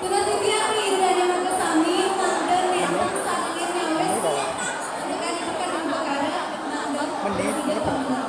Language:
Balinese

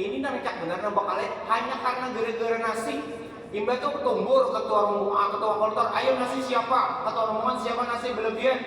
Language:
Banjar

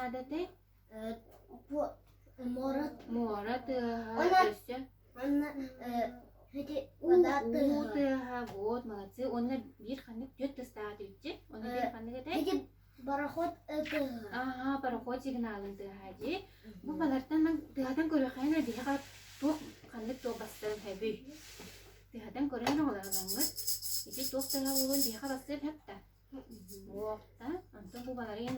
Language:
Yakut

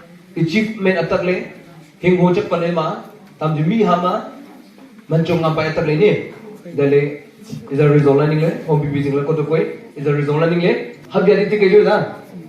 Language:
Wancho Naga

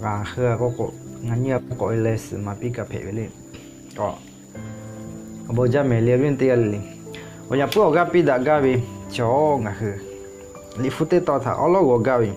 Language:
Lahu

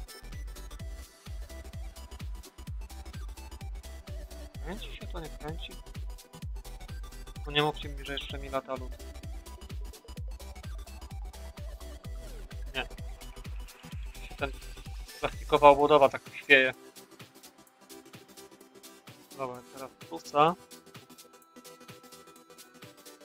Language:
Polish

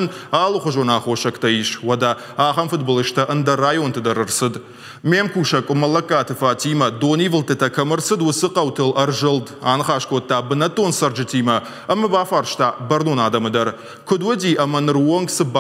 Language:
Ossetic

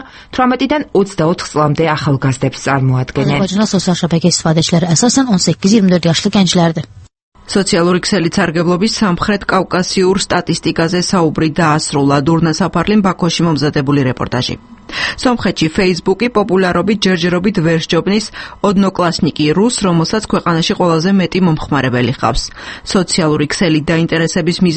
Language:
Georgian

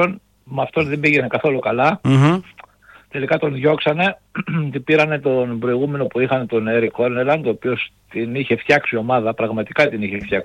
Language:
Greek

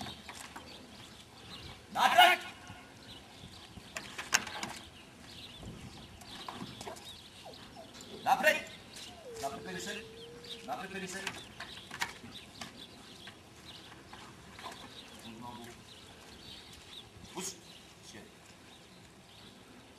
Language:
Croatian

